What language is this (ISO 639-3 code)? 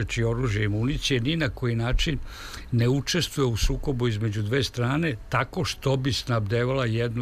srp